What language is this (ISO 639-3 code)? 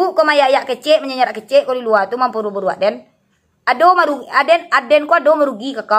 min